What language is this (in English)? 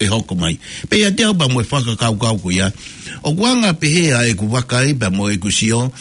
Tongan